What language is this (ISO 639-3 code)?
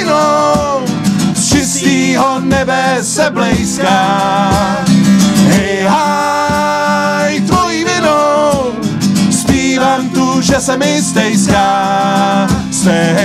ces